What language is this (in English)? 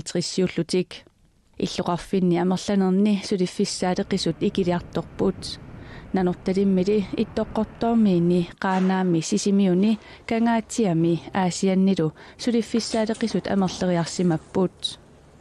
Kalaallisut